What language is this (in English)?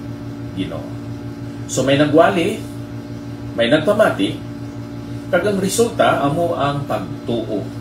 Hiligaynon